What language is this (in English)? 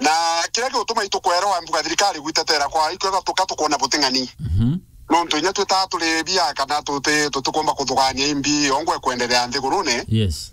Meru